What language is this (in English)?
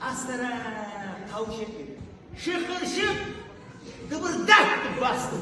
Kumyk